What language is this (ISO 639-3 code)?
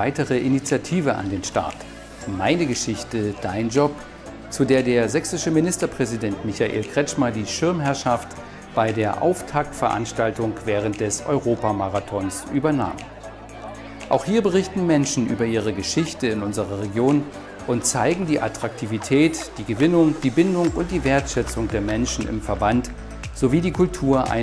deu